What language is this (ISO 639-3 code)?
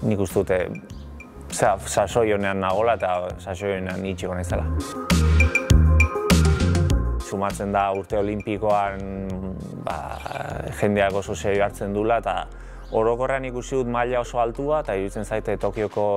eus